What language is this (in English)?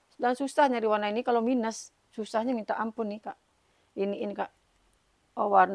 Indonesian